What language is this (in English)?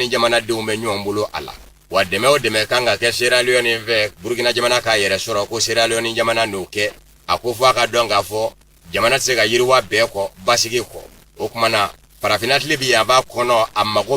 Bambara